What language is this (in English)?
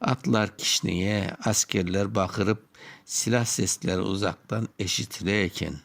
Crimean Tatar